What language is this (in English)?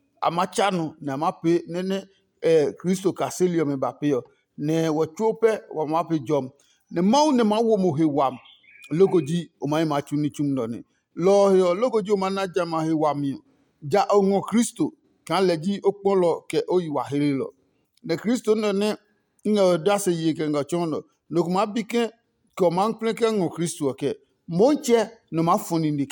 Adangme